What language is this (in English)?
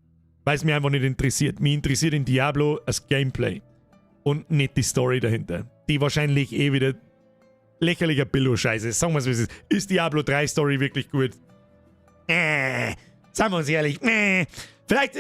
Bavarian